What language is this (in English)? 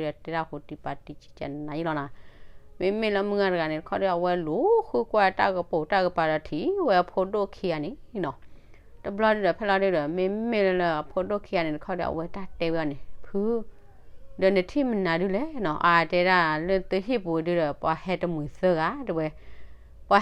S'gaw Karen